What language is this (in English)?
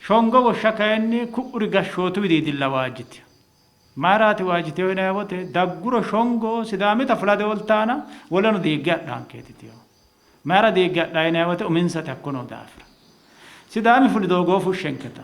Sidamo